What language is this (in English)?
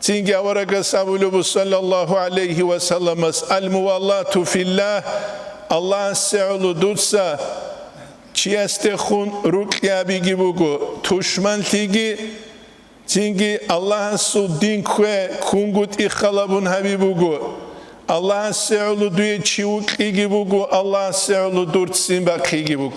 Avaric